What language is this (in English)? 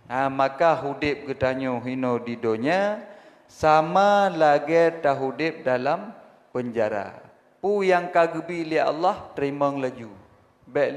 Achinese